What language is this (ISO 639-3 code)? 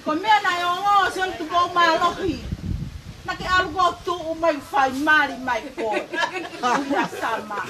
ton